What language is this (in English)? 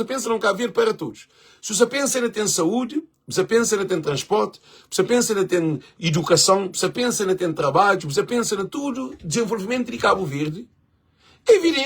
Kabuverdianu